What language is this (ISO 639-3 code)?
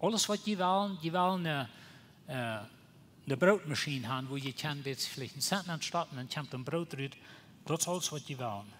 pdt